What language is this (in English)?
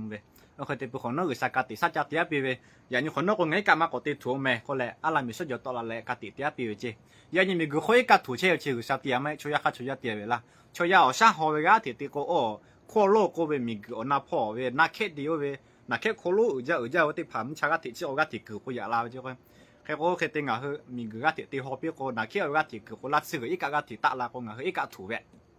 Lahu